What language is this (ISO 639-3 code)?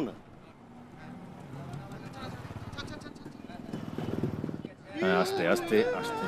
ben